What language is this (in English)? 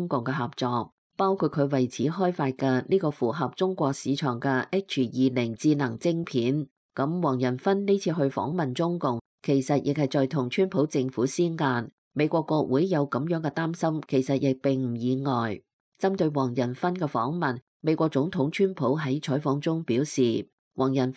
Cantonese